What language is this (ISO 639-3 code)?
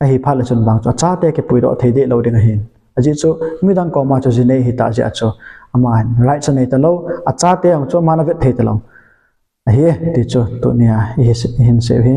tcz